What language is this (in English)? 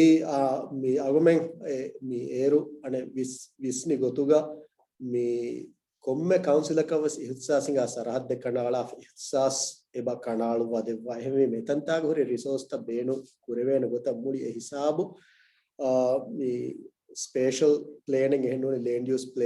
Divehi